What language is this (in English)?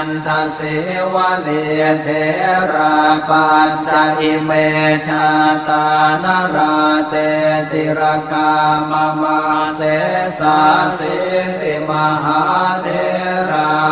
Pali